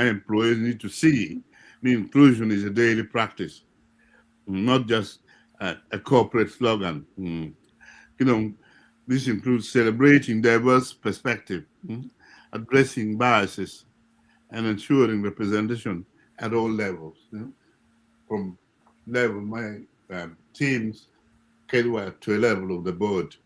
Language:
Acoli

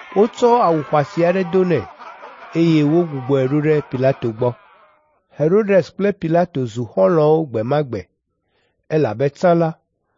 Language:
Ewe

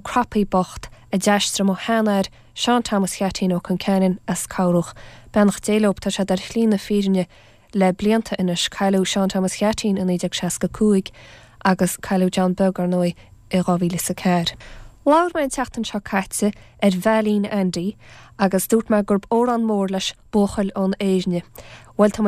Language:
Irish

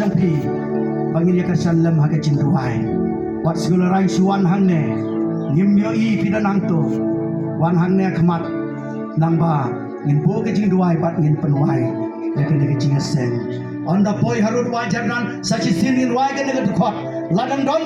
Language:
Khasi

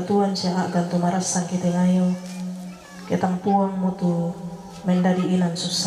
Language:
Toraja-Sa'dan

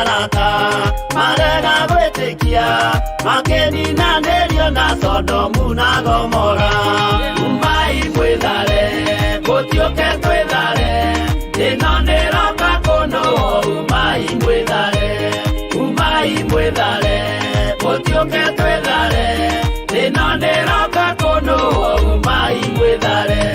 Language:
Kikuyu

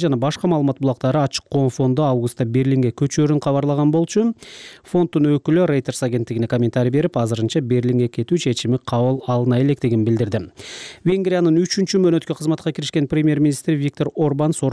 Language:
Kyrgyz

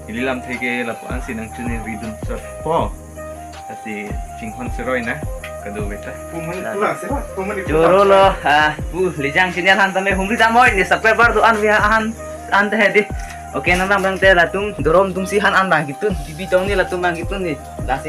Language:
Karbi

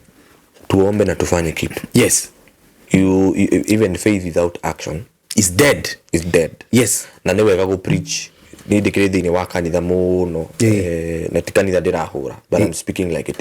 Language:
Kikuyu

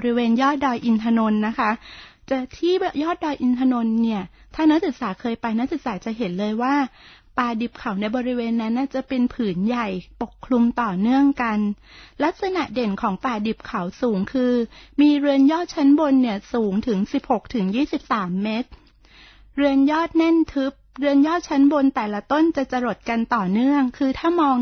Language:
Thai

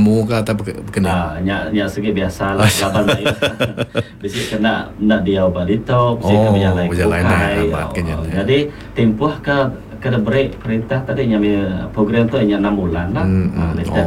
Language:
Iban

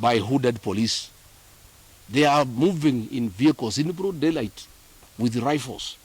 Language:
Kamba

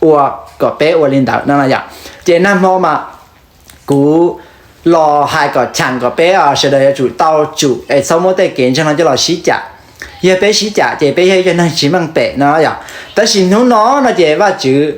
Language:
Hmong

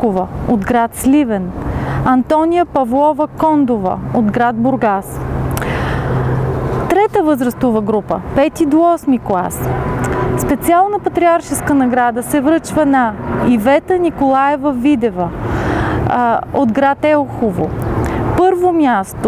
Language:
Bulgarian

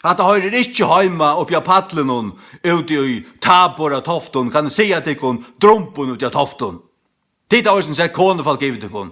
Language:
Faroese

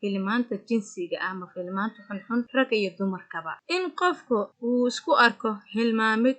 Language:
Somali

